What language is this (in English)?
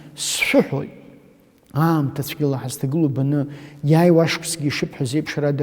Abkhazian